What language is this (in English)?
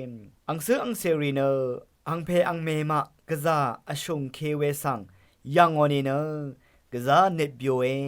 Rawang